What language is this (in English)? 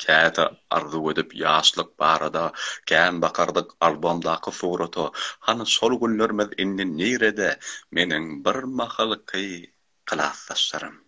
Turkmen